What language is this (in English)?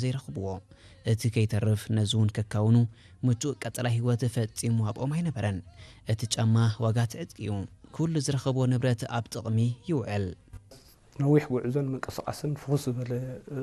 Tigrinya